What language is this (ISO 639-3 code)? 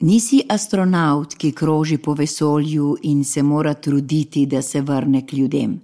slv